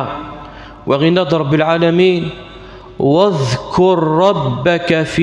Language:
Kabyle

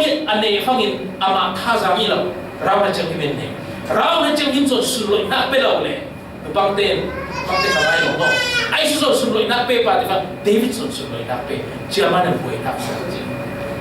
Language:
Falam Chin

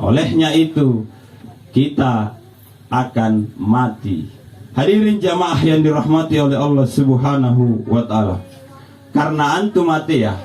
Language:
Makasar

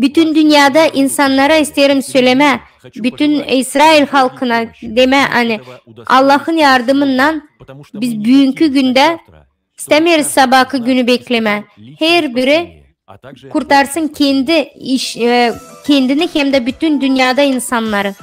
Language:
Gagauz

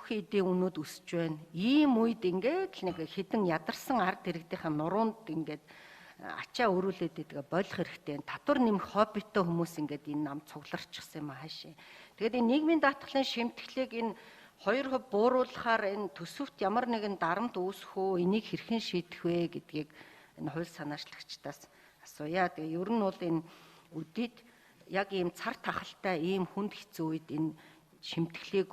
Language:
Mongolian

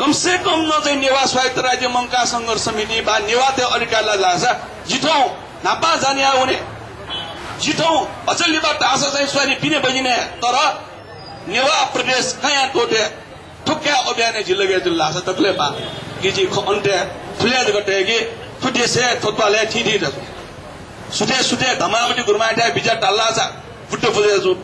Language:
Newari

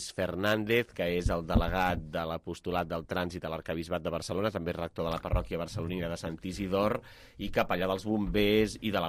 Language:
Catalan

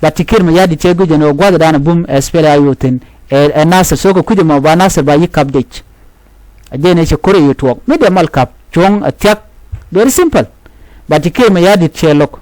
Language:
Nuer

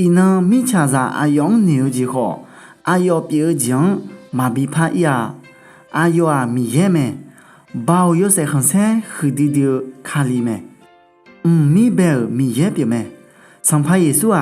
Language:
Akha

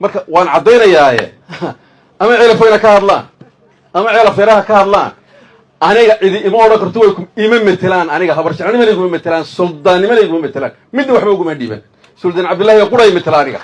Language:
Somali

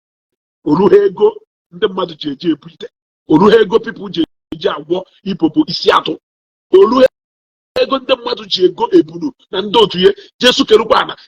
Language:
Igbo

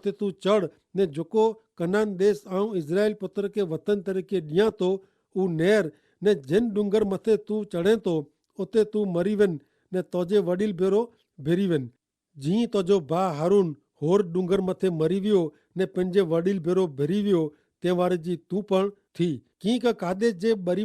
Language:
Kachhi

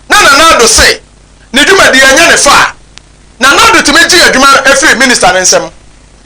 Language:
Akan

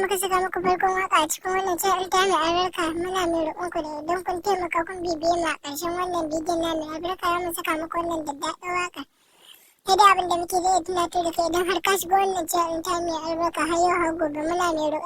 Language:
Hausa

